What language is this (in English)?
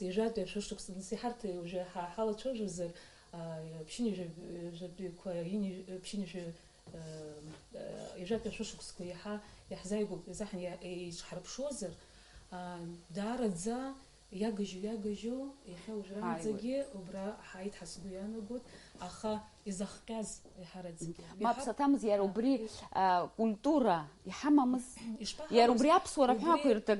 Abkhazian